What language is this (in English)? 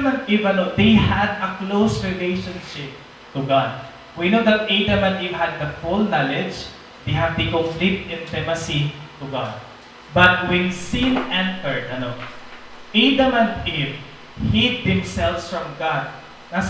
Waray